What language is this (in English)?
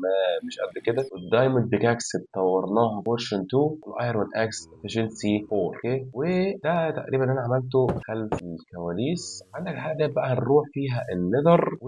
Egyptian Arabic